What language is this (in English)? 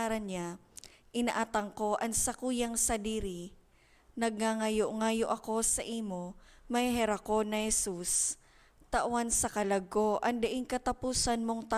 Bikol